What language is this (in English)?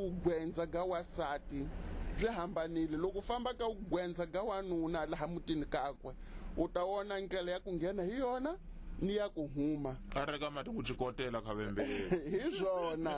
Tsonga